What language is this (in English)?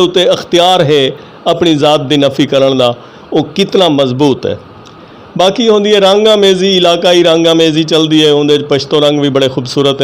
Western Panjabi